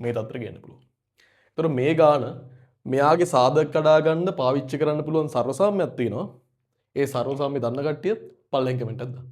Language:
Sinhala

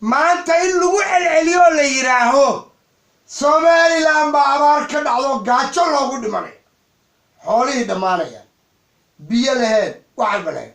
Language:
Somali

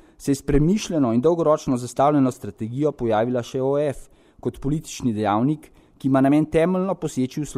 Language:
Slovenian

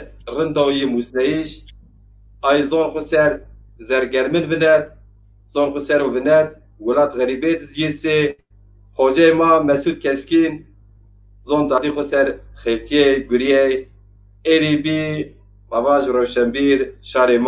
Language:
Zaza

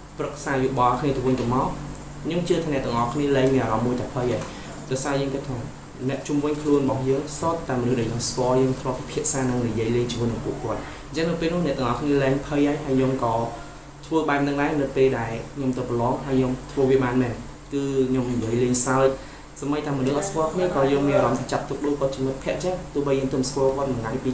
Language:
Khmer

